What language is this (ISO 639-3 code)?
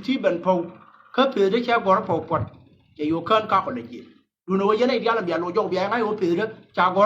nus